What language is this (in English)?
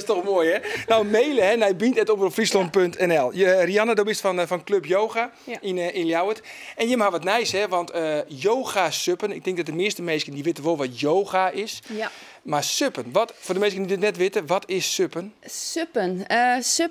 Western Frisian